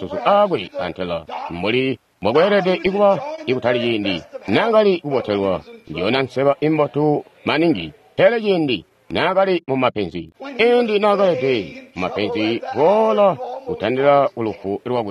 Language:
Tonga (Zambia)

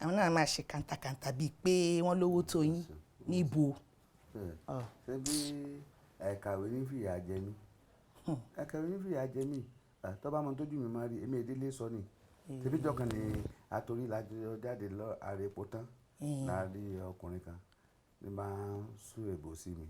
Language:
Yoruba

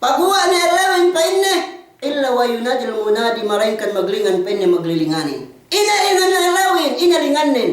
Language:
Yakan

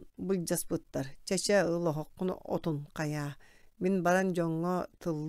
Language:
Yakut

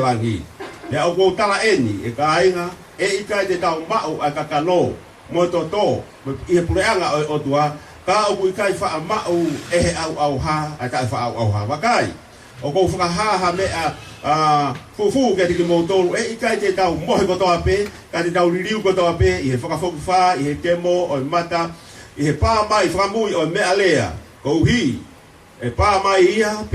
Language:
Tongan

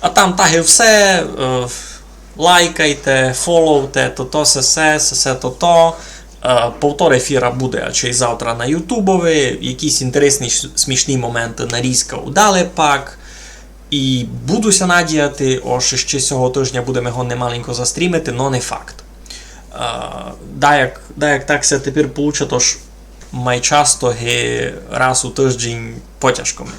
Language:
Rusyn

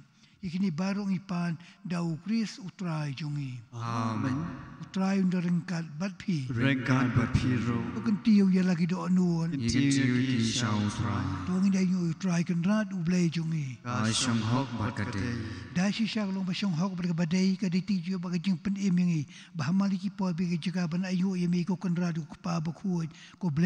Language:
Khasi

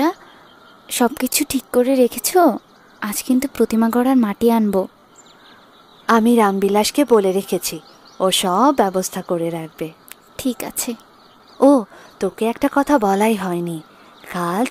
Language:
Bangla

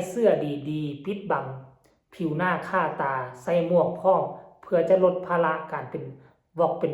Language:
Lao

